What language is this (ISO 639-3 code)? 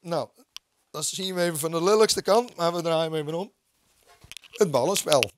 fry